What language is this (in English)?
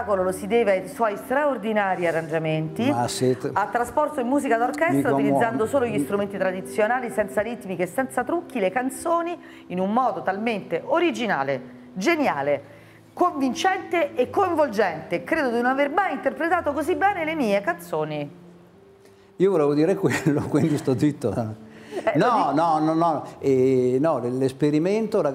Italian